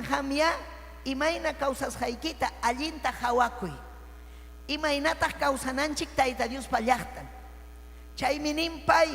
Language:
Ayacucho Quechua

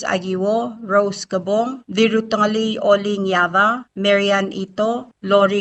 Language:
Palauan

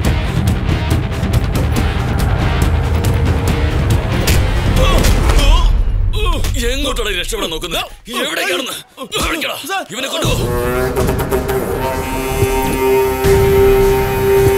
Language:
Malayalam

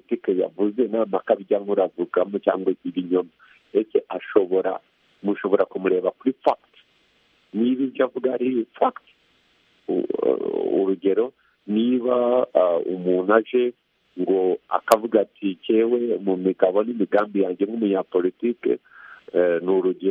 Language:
Kinyarwanda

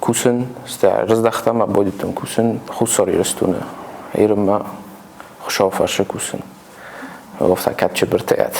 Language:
Ossetic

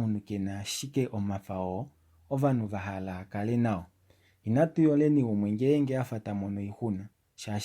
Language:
Kuanyama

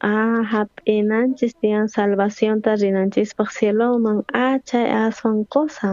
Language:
South Bolivian Quechua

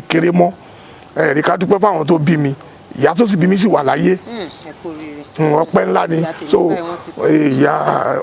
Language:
Yoruba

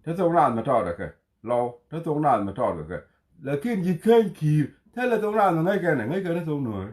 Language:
Nuer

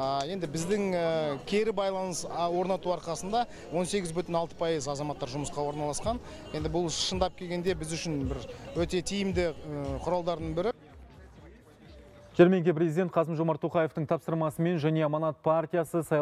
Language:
Kazakh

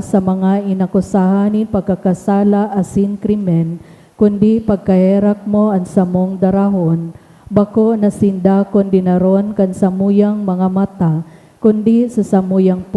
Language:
Bikol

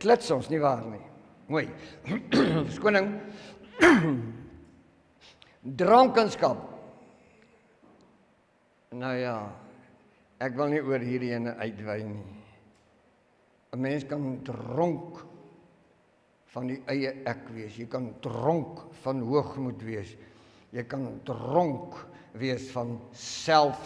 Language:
Afrikaans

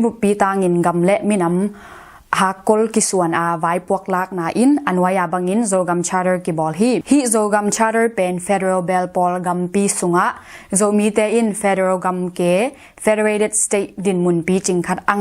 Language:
Tedim Chin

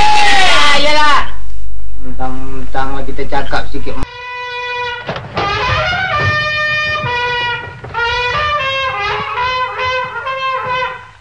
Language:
Malay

